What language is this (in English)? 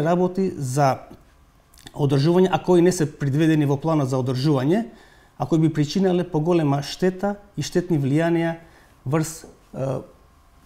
Macedonian